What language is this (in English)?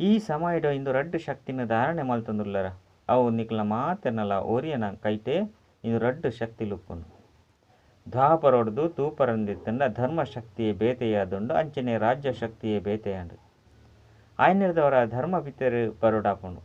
Tulu